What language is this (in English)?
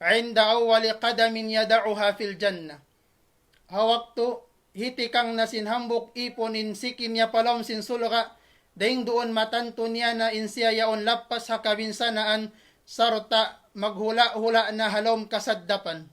Tausug